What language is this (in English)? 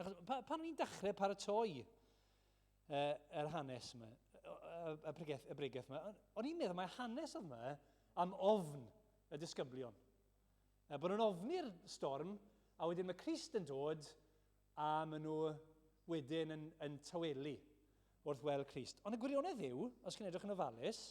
Welsh